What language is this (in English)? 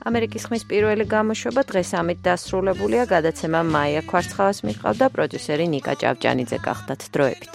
Georgian